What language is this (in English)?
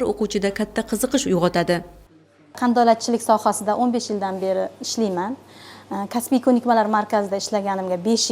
Uzbek